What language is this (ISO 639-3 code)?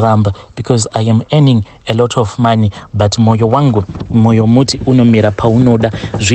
sna